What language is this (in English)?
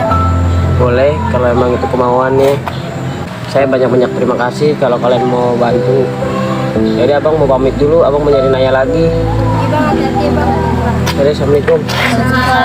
Betawi